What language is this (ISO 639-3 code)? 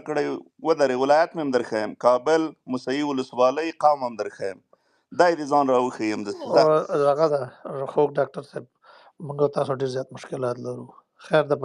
pus